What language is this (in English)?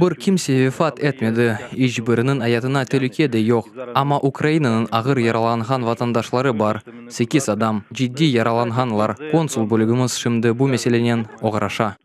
Crimean Tatar